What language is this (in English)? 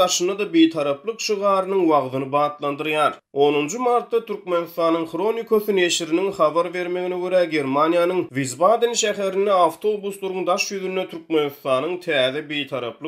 Turkmen